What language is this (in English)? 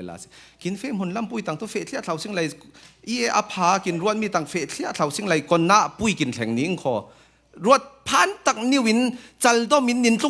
Falam Chin